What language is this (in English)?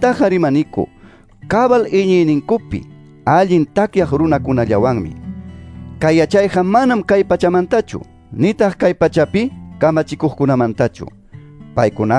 Quechua